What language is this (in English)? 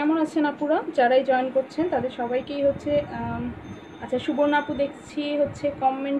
Bangla